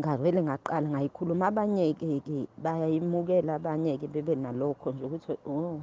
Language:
Zulu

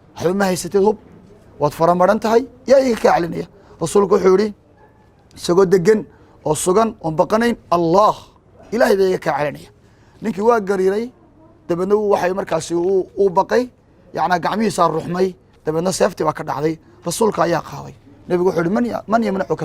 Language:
Somali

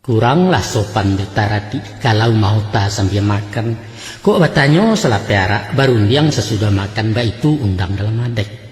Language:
Minangkabau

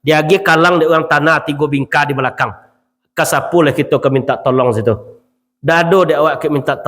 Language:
Minangkabau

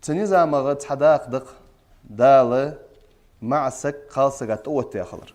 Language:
Ingush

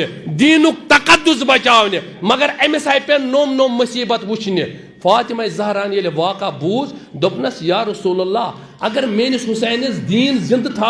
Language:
Kashmiri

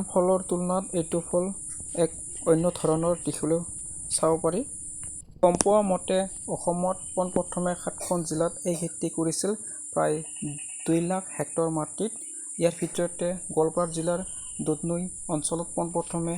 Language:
Assamese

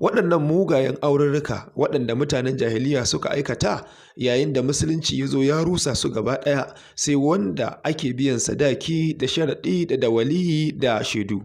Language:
Hausa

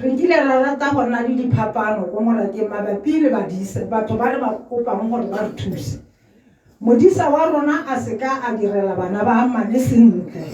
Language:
Tswana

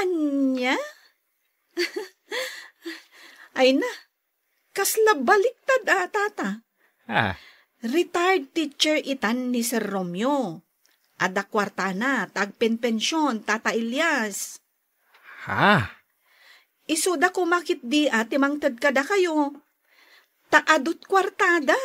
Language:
Iloko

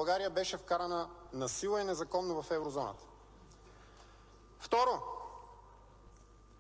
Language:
Bulgarian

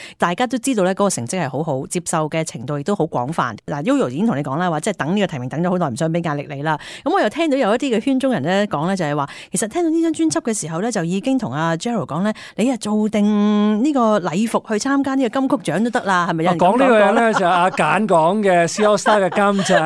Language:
Cantonese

